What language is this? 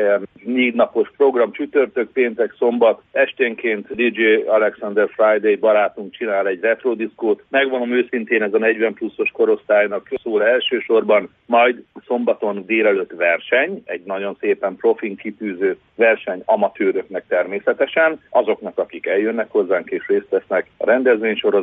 Hungarian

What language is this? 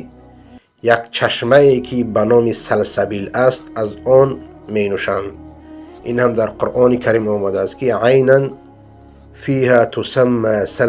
Persian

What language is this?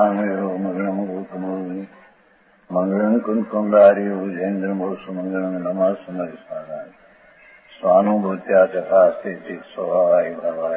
Gujarati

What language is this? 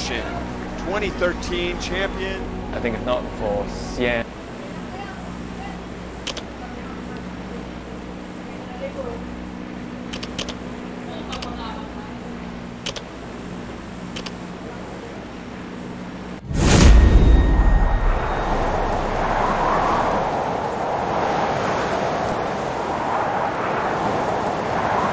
Filipino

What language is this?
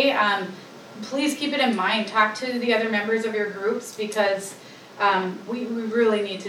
English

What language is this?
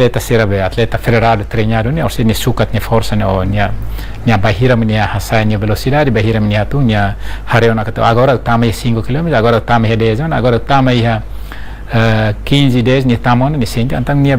Tetum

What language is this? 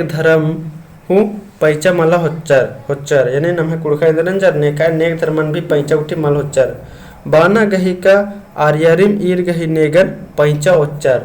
Kurukh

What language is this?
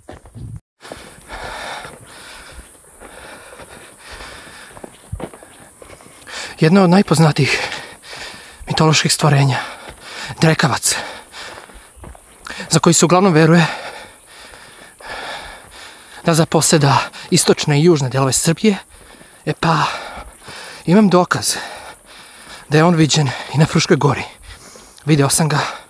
Serbian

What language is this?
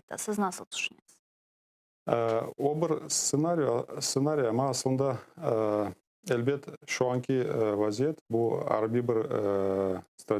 Crimean Tatar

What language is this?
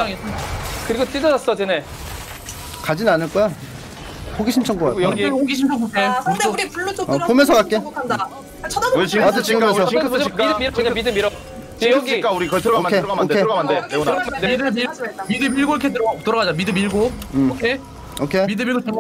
Korean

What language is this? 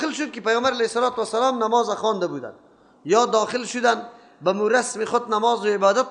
Persian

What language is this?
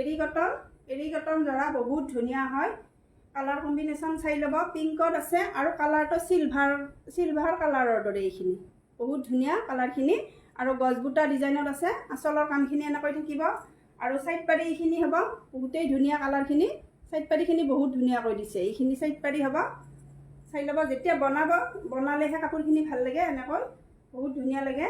Assamese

